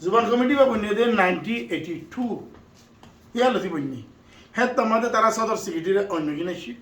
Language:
Rohingya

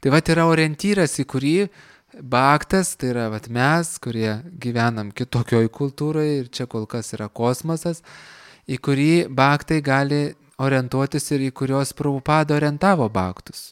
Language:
Lithuanian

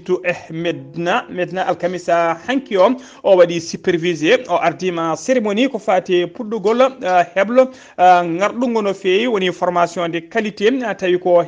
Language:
Fula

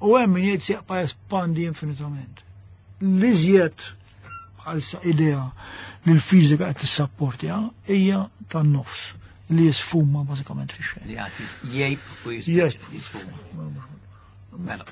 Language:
Maltese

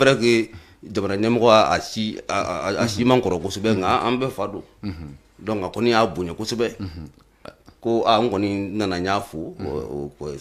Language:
Bambara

